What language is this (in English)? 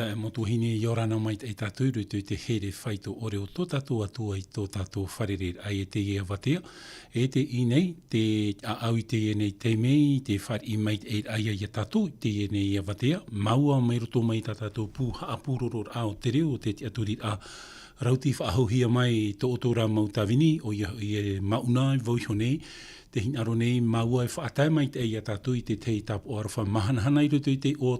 Tahitian